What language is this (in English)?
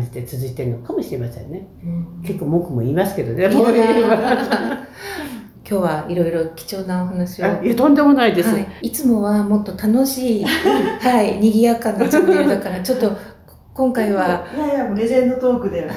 Japanese